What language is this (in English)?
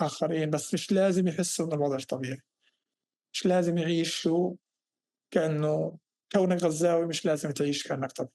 North Levantine Arabic